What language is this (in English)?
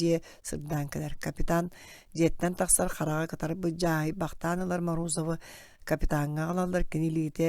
Yakut